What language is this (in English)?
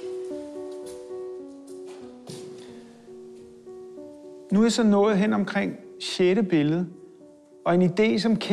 Danish